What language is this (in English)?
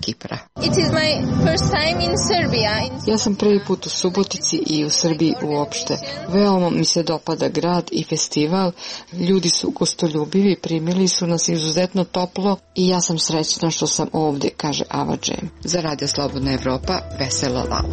Serbian